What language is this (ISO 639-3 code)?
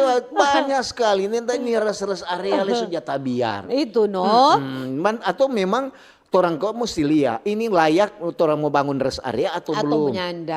xmm